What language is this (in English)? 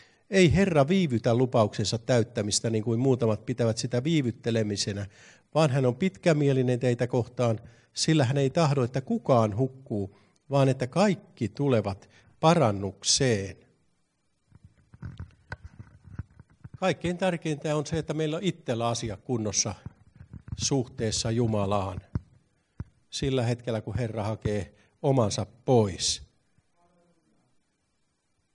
Finnish